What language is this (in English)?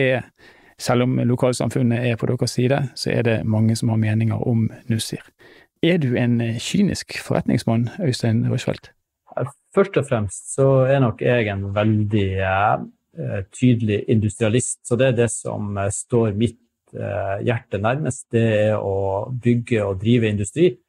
Norwegian